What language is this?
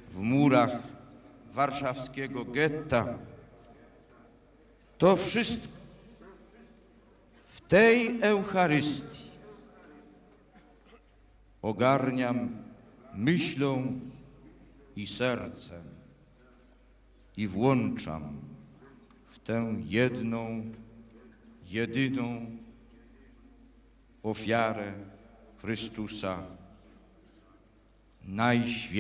Polish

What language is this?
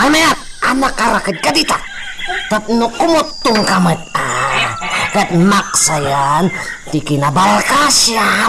Iloko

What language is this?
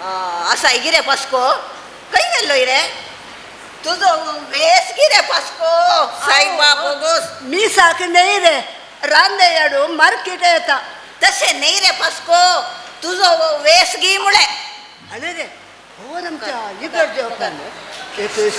Konkani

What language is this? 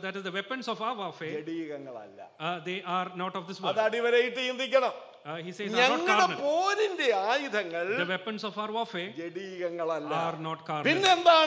Malayalam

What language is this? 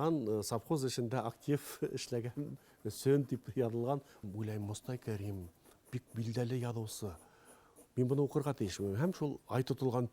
Bashkir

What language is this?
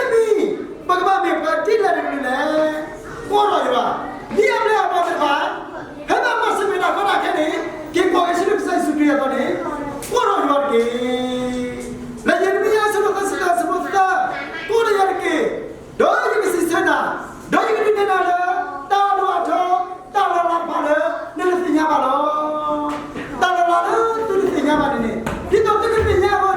S'gaw Karen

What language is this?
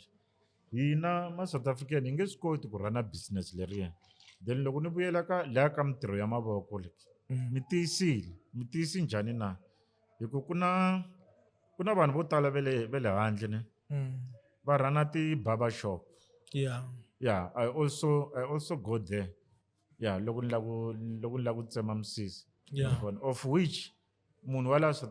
Tsonga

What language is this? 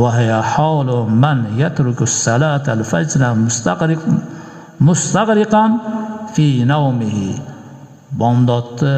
Uzbek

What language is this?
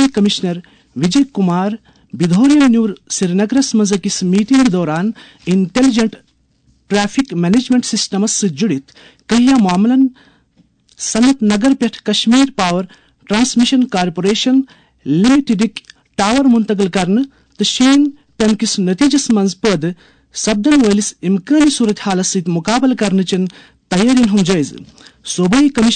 Kashmiri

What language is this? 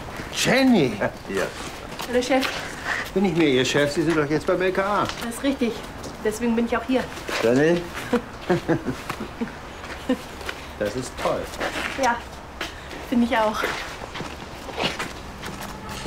German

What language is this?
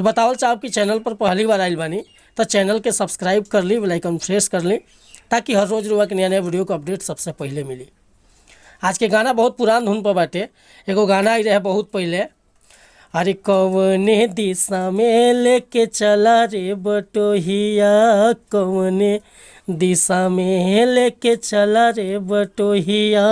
Bhojpuri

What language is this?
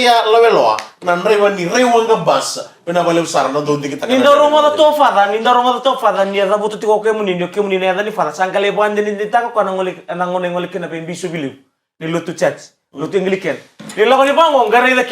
Fijian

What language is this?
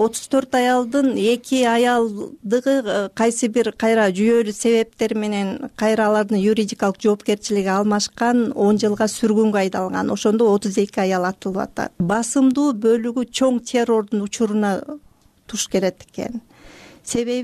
Kyrgyz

